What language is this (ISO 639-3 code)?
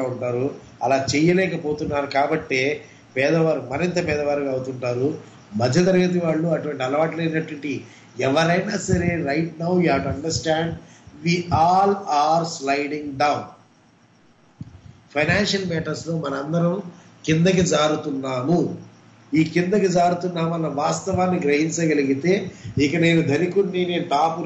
tel